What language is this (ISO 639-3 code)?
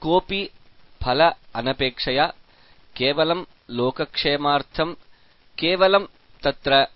san